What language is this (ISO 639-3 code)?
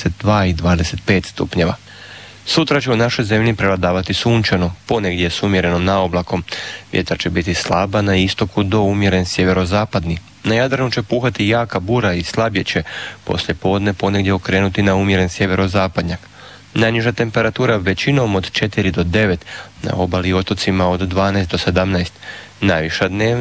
hrv